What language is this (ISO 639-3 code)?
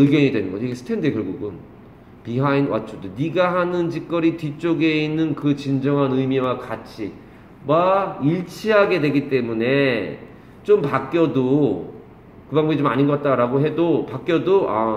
kor